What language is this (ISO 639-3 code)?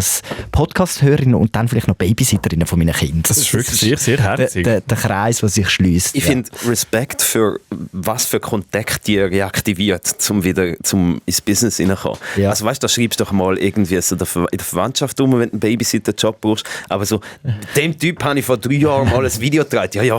gsw